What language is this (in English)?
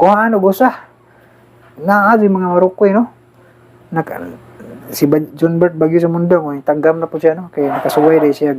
Cebuano